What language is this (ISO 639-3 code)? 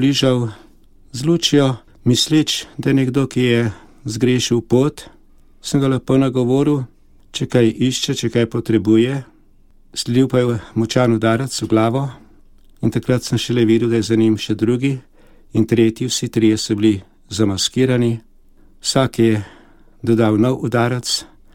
slv